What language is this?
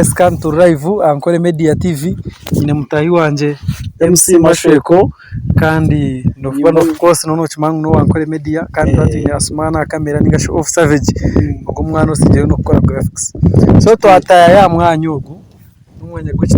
Nyankole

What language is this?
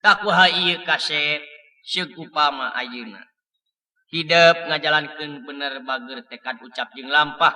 Sundanese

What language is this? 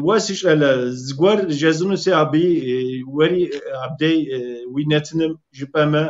Kabardian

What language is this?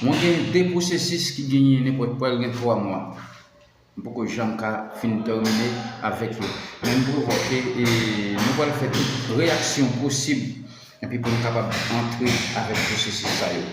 Haitian Creole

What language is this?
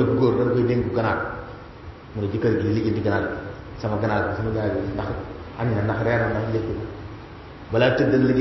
Wolof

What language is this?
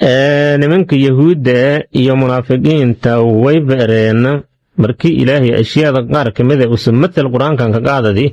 Somali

